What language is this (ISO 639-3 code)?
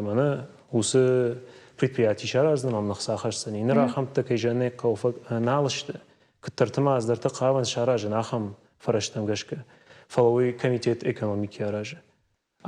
oss